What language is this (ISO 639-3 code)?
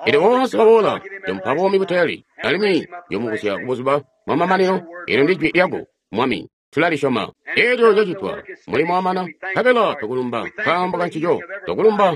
toi